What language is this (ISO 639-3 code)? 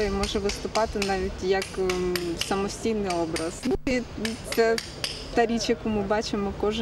ukr